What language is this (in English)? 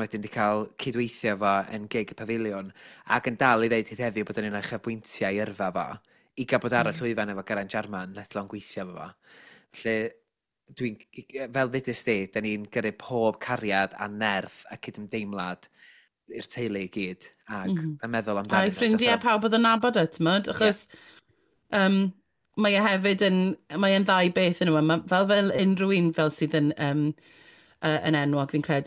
Welsh